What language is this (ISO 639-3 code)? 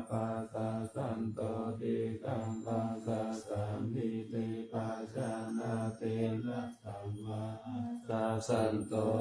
pli